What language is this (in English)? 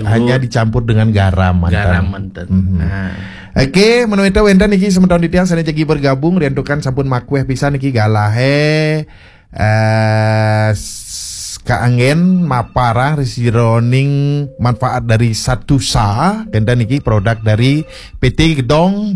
Balinese